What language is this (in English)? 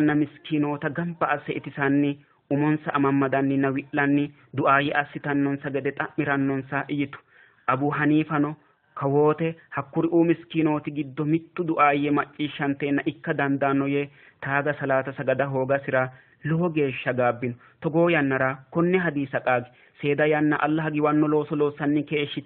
Sidamo